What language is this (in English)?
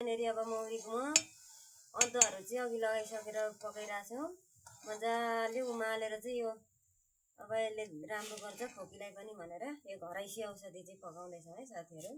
Nepali